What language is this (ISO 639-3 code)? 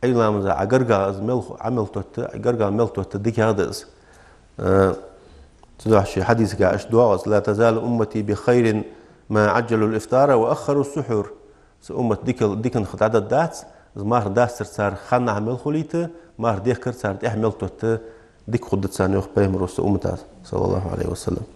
inh